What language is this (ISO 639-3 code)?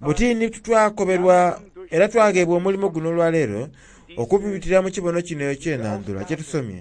xog